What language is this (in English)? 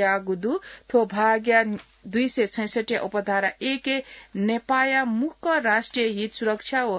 Newari